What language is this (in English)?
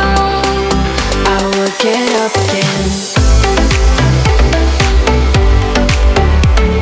Portuguese